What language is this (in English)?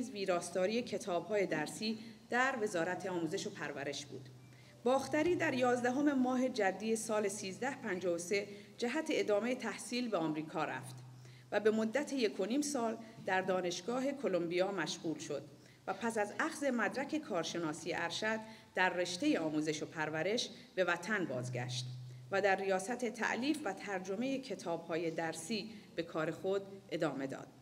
Persian